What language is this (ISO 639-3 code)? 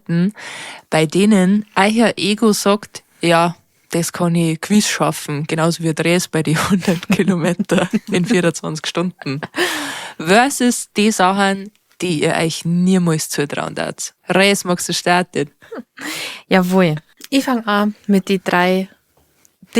bar